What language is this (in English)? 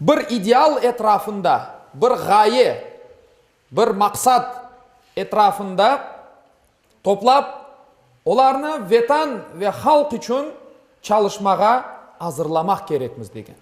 Crimean Tatar